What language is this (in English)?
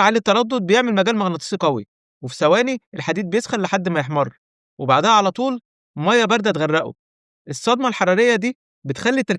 Egyptian Arabic